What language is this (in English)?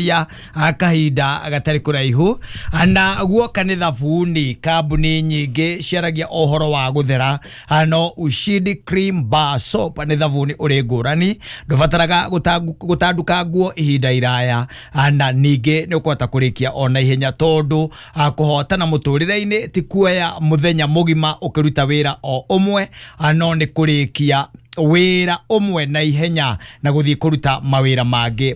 Kikuyu